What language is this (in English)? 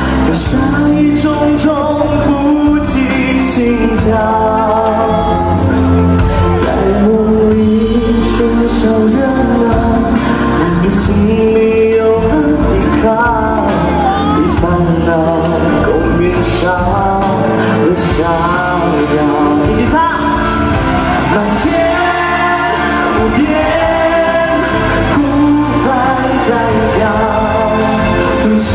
Chinese